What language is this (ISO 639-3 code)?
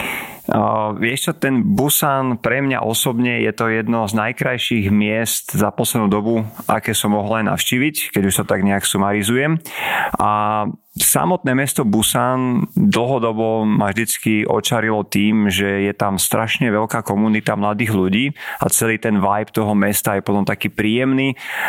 slk